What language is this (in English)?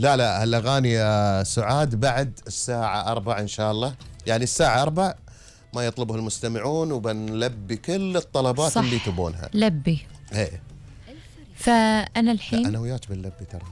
Gulf Arabic